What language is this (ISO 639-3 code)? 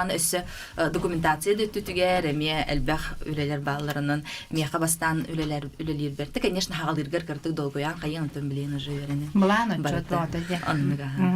sah